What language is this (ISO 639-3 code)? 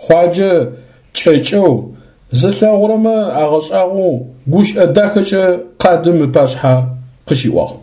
ady